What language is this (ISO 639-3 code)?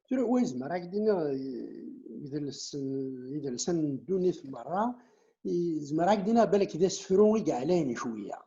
kab